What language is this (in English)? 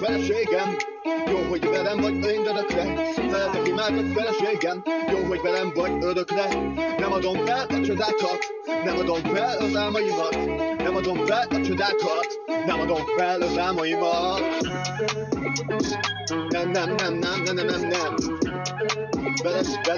Hungarian